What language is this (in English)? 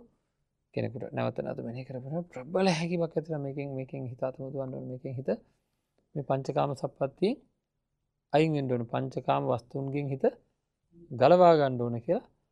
Sinhala